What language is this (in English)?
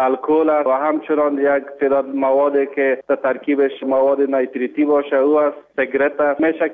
Persian